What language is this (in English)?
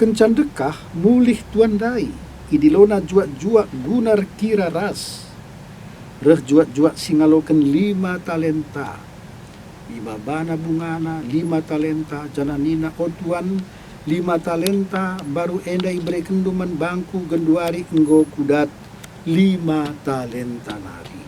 Batak Karo